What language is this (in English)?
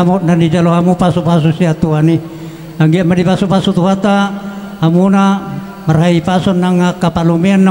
Batak Toba